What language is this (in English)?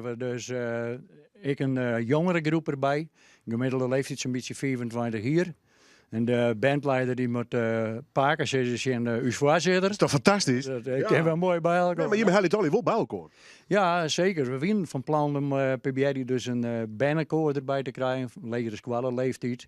Western Frisian